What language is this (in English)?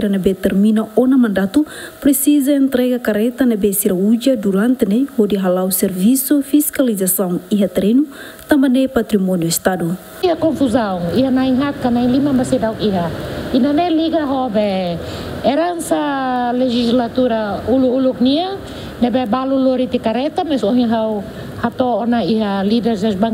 Tetum